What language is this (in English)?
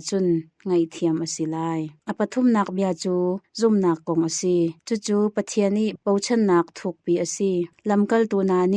Hakha Chin